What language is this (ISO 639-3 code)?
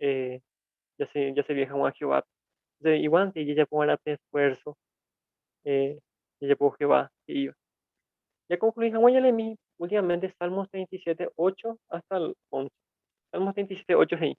grn